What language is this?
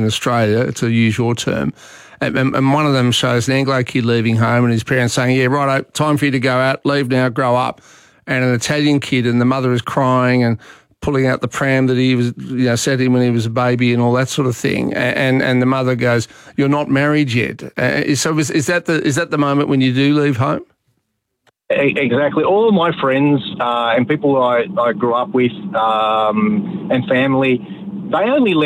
English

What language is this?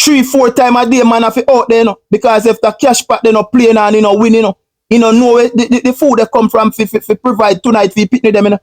Jamaican Creole English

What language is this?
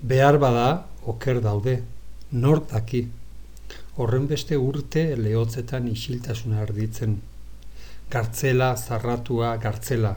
Basque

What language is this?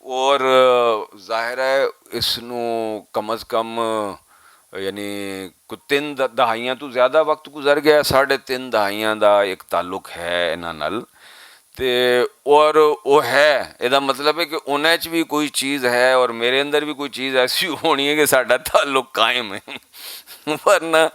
Western Panjabi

